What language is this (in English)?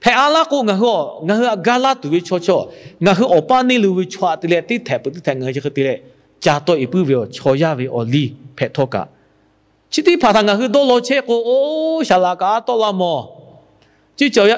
Lahu